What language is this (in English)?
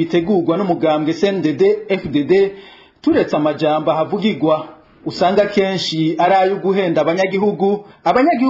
Rundi